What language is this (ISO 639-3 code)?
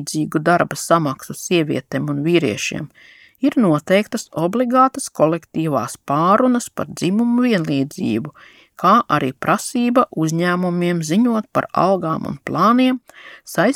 lav